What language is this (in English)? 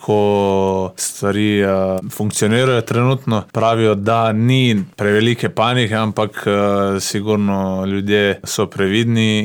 Slovenian